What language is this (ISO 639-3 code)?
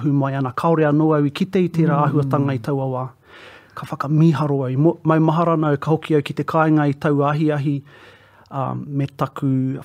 mri